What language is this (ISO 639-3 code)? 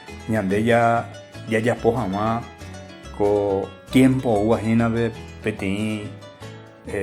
grn